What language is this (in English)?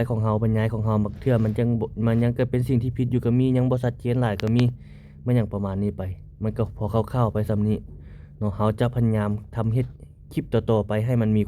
Lao